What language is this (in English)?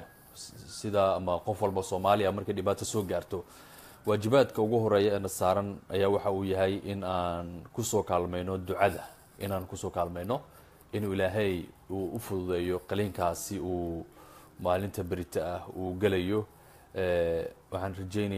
Somali